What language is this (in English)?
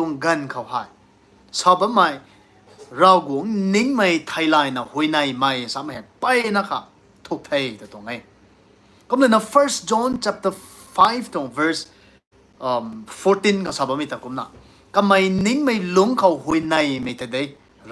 Rongmei Naga